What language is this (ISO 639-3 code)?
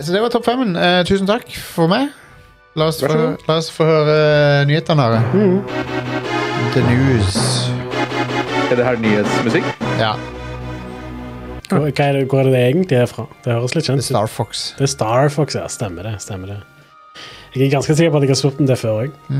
nor